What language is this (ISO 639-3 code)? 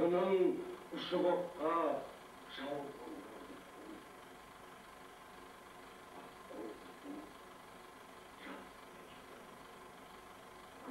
kaz